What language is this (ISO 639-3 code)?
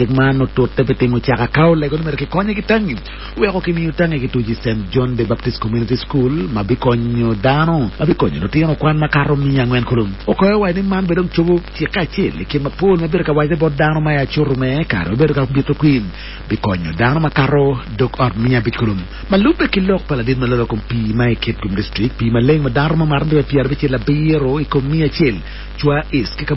ach